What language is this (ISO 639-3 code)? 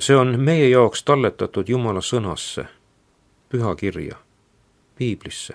est